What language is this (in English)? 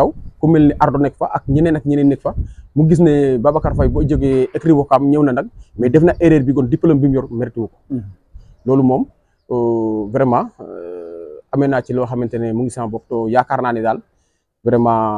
Wolof